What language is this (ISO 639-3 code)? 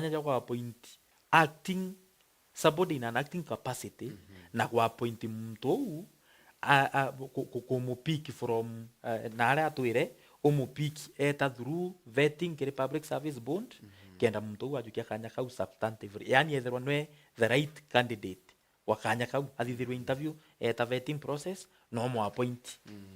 mer